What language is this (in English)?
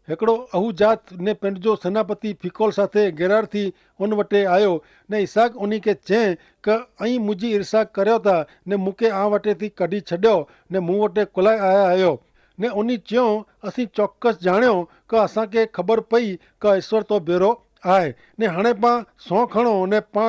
Kachhi